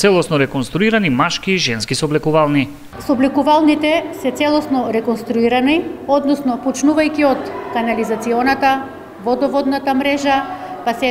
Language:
Macedonian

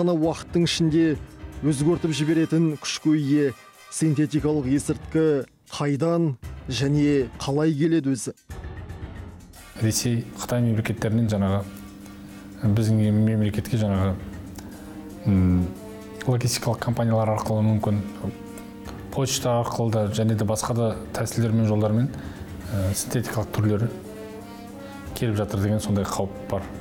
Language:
Kazakh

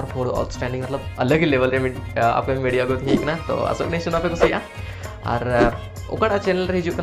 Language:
Santali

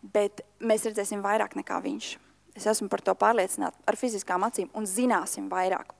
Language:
Latvian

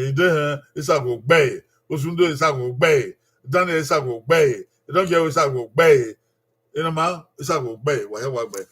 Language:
Bini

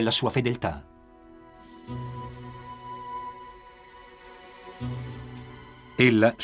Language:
Italian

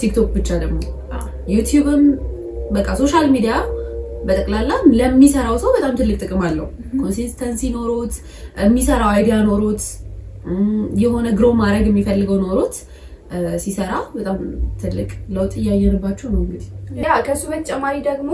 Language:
Amharic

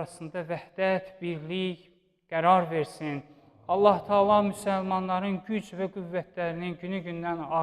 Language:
Azerbaijani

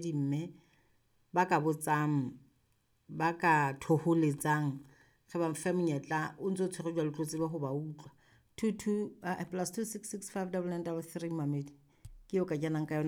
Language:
Southern Sotho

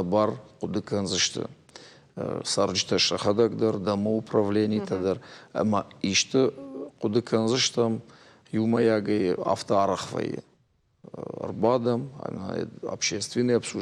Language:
Ossetic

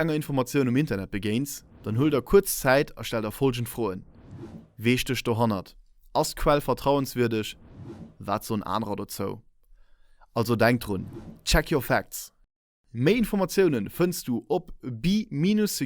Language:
Luxembourgish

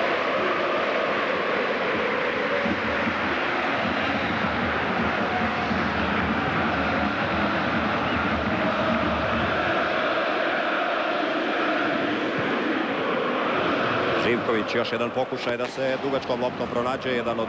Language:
Croatian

